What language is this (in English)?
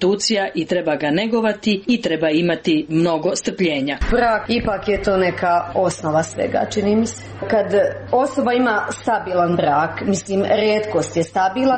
Serbian